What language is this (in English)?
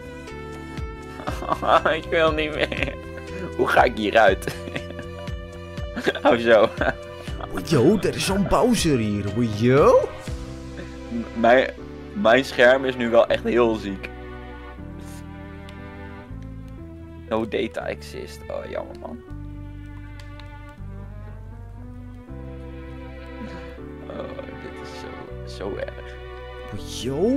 Dutch